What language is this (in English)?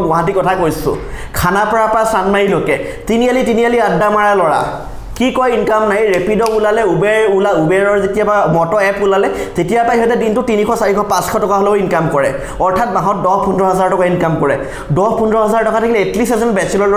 Assamese